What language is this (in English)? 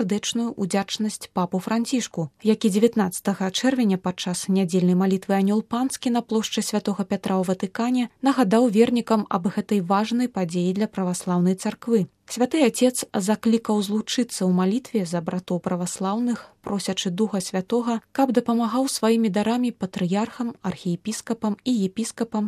Belarusian